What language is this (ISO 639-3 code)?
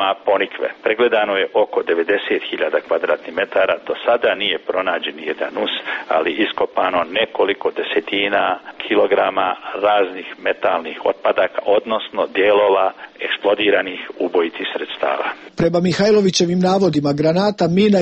srp